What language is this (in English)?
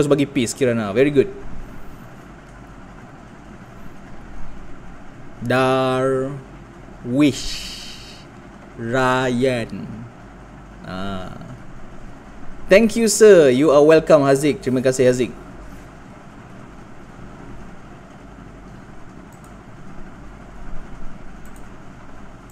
Malay